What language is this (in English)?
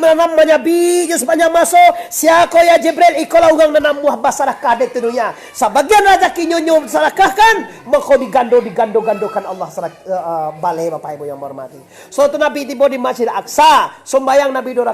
Minangkabau